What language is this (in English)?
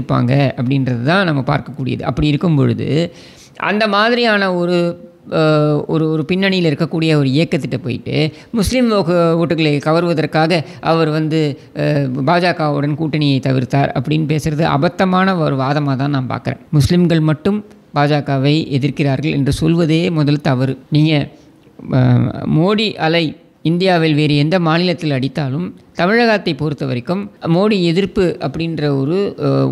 Tamil